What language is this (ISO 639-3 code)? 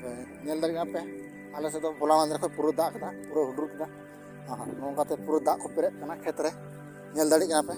sat